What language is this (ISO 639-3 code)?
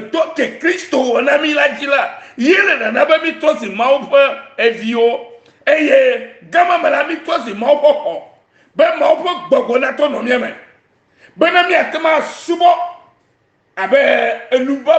ewe